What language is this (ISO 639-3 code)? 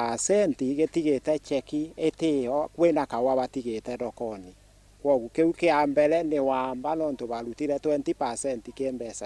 mer